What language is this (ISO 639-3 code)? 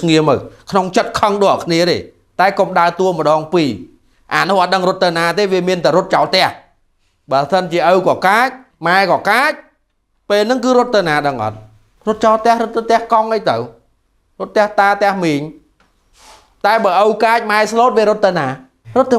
khm